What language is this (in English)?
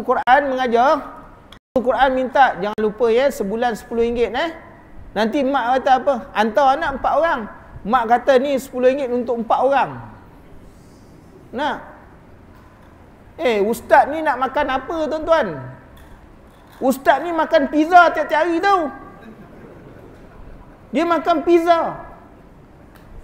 Malay